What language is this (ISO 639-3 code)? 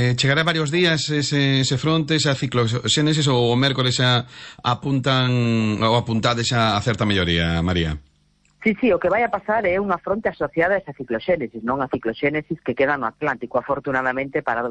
glg